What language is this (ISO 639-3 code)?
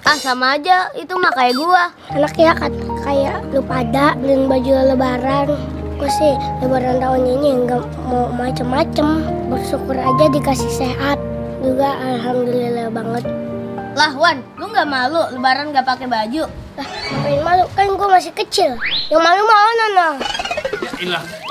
bew